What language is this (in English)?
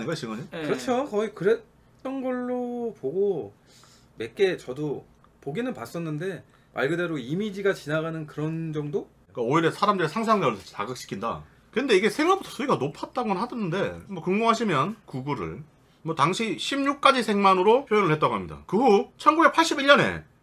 Korean